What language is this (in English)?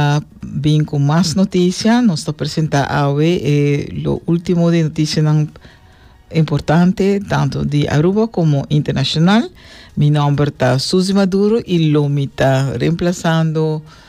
Papiamento